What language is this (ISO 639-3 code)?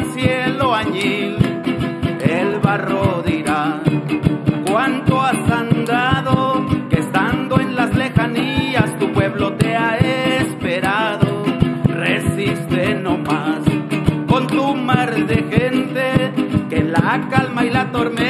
spa